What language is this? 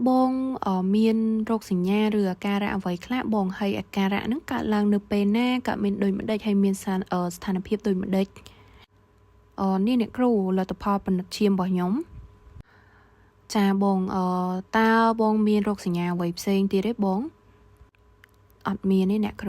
Khmer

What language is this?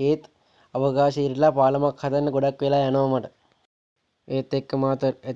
Sinhala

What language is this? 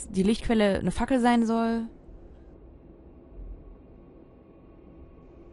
German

